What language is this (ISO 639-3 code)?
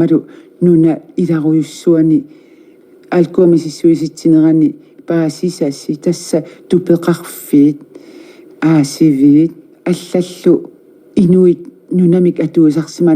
kal